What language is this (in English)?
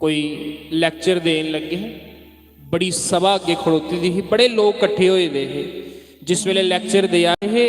Dogri